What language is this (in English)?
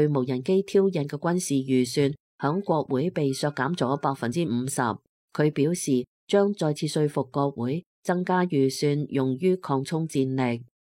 Cantonese